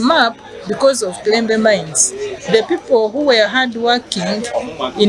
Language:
Nyankole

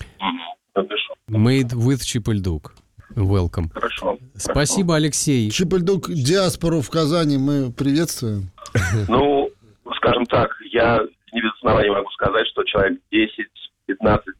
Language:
Russian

